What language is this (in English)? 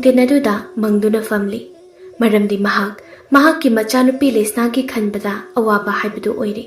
Manipuri